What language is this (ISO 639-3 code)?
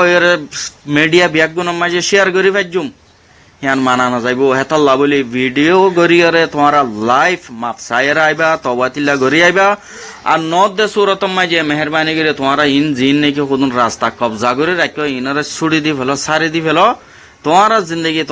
rhg